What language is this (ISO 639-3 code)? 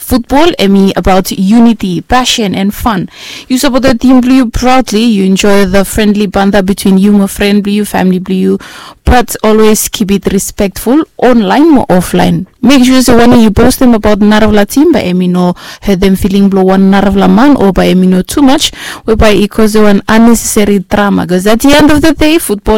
bis